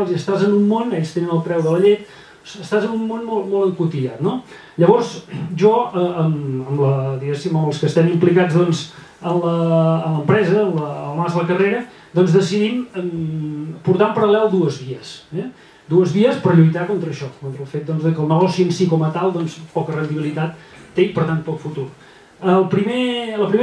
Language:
Catalan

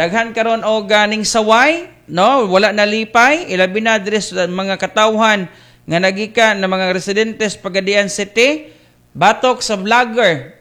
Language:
Cebuano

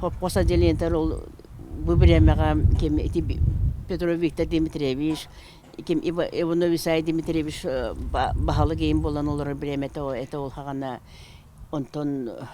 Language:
Yakut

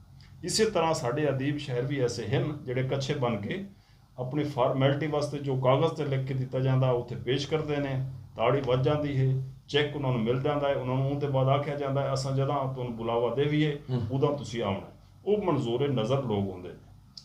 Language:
Saraiki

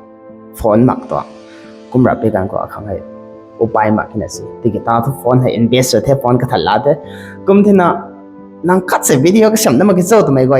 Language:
Rongmei Naga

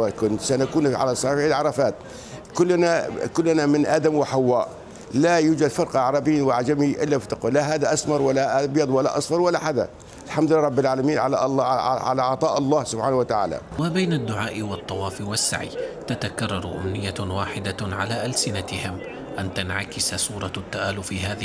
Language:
Arabic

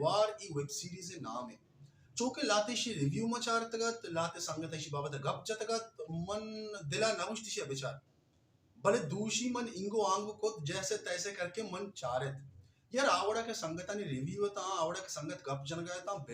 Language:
Baluchi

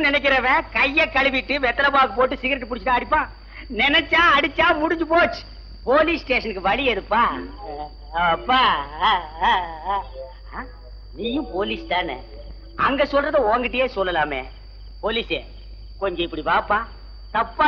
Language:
Tamil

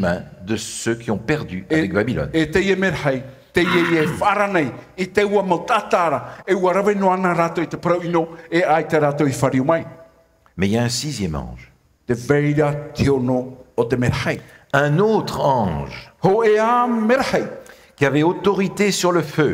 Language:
Tahitian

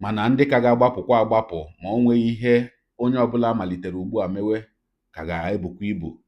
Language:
Igbo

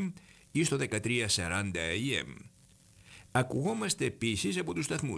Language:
Greek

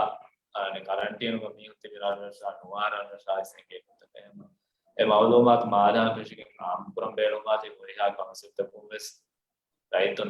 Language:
Divehi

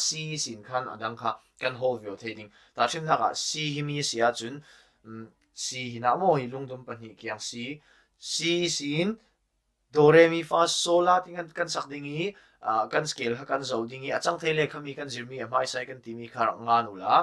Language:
Falam Chin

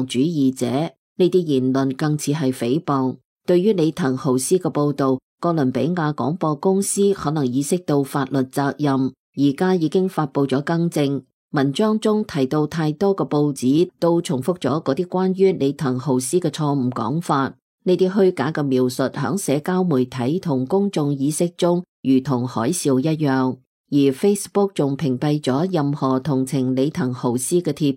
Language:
Cantonese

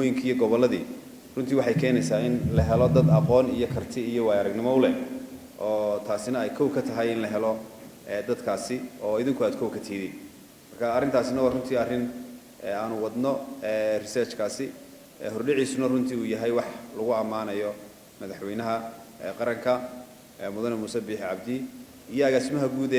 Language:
Somali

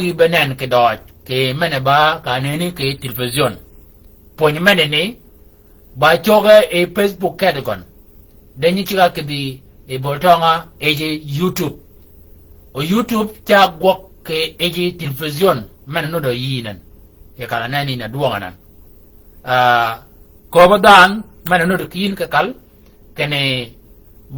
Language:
Shilluk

